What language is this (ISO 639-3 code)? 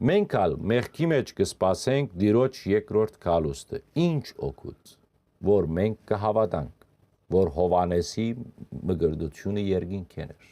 hyw